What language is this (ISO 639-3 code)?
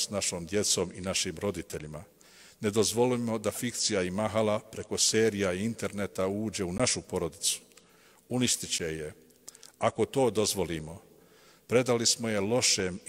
bos